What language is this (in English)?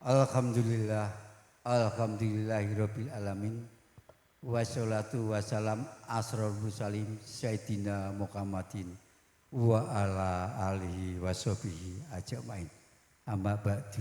Javanese